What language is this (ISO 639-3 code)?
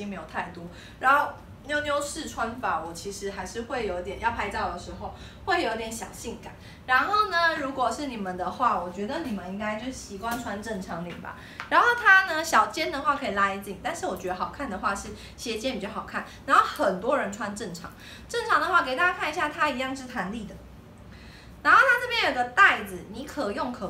zho